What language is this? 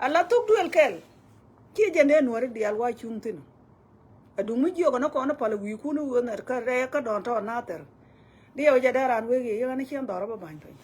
Nuer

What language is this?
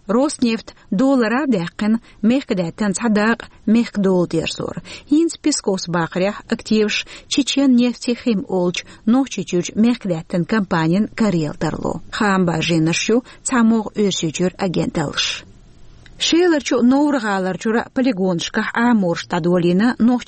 Chechen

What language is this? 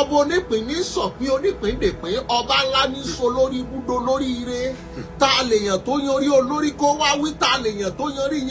Yoruba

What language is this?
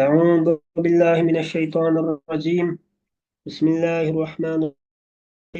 Uyghur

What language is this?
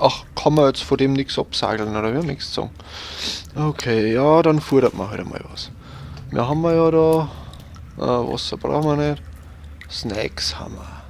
Bavarian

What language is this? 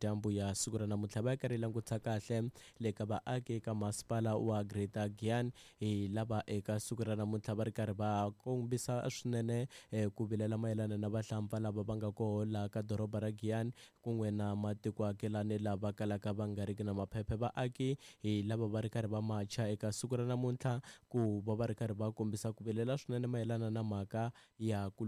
Tsonga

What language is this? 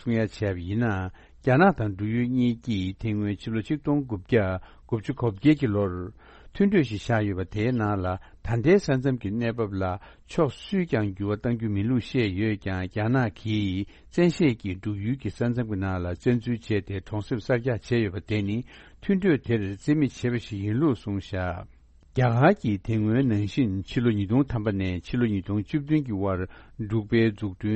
Tibetan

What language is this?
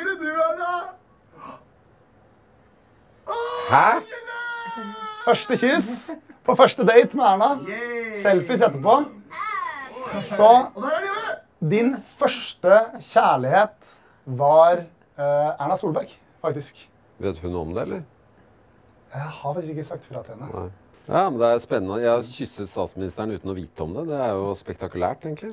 Norwegian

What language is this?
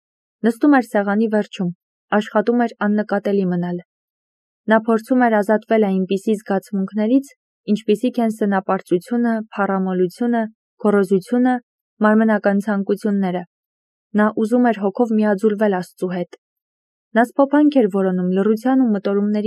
Armenian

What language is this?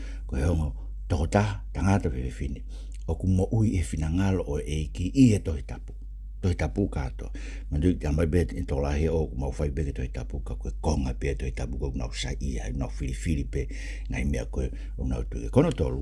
Tongan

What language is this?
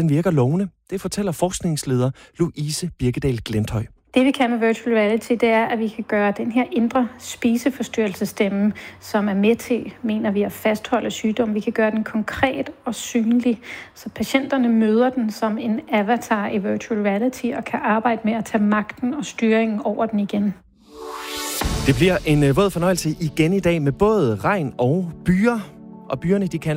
Danish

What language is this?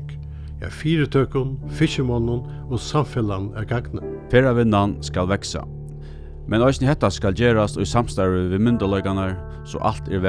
Faroese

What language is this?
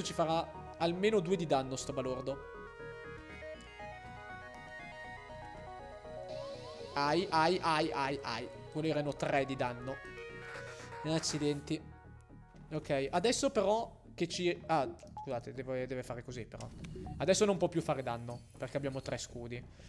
Italian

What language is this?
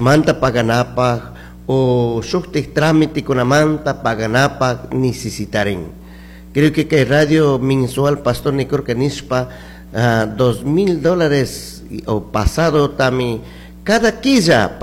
Chimborazo Highland Quichua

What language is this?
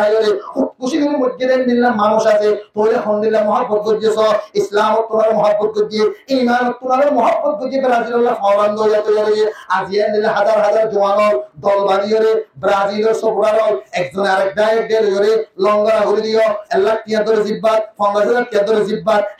Rohingya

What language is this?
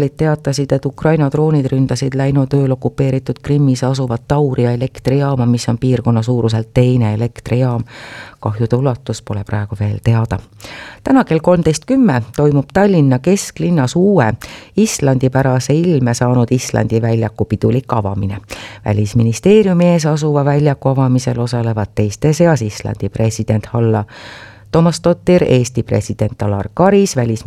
Estonian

